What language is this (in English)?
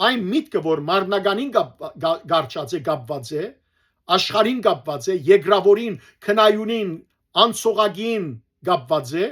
Western Armenian